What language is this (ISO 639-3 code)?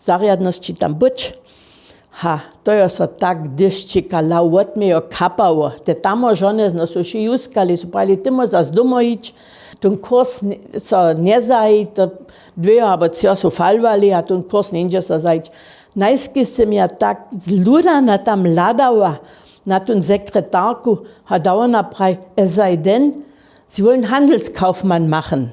hsb